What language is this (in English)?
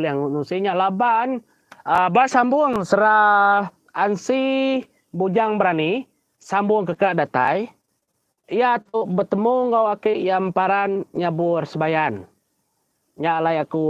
Iban